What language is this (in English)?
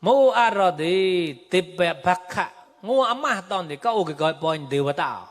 Mon